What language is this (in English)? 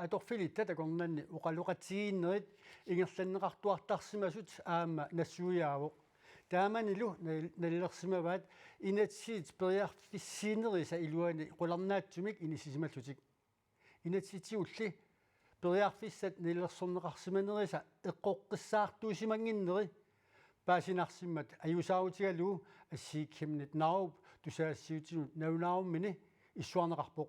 Kalaallisut